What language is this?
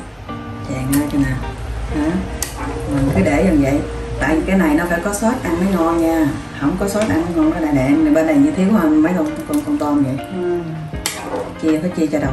Vietnamese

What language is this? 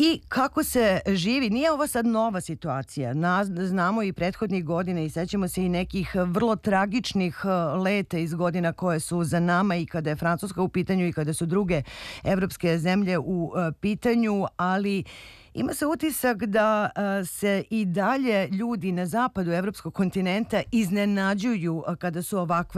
Serbian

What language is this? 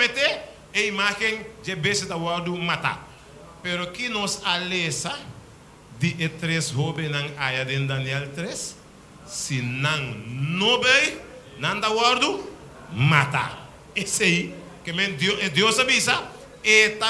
Papiamento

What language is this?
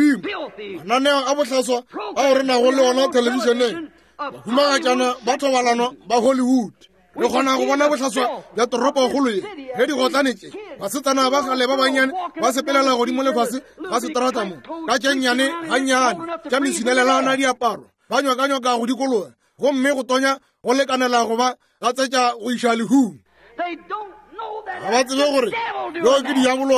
Northern Sotho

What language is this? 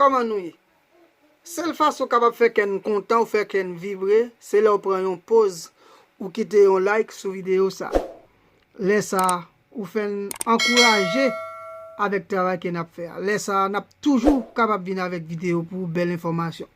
Haitian Creole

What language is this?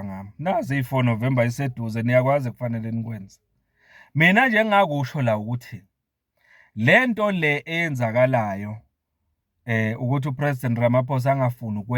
Zulu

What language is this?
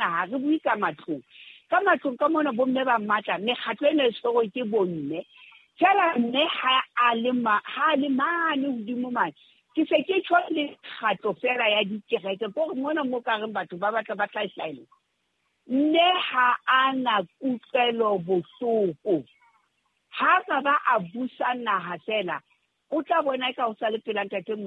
Southern Sotho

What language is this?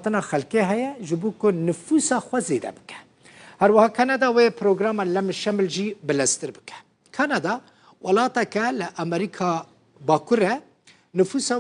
Kurdish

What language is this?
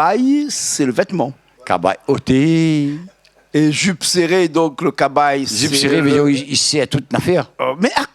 Réunion Creole French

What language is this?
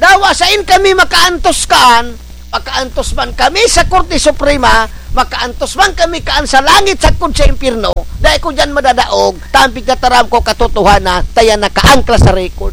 Bikol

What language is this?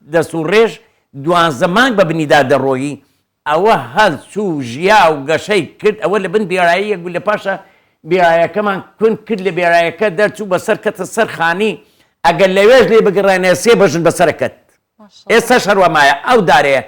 Central Kurdish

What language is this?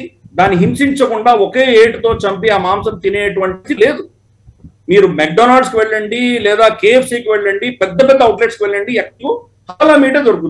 Telugu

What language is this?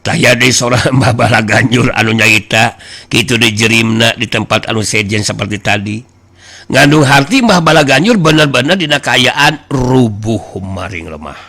Sundanese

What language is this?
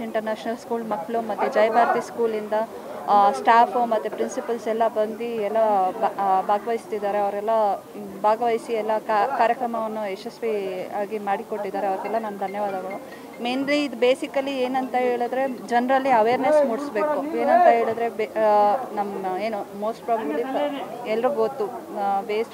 Kannada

